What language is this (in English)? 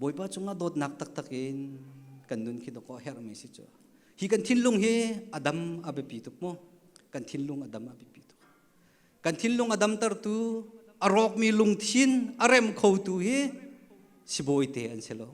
Hakha Chin